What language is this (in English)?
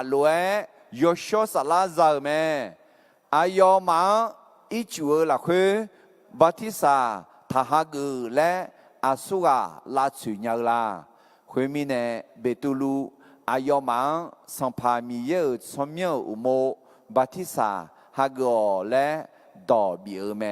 Akha